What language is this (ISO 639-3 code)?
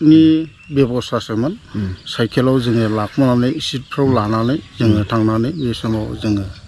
brx